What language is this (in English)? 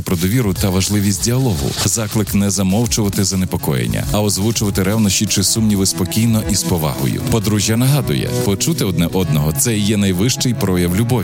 Ukrainian